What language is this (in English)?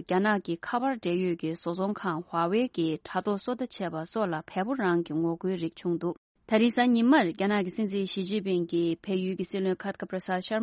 Tibetan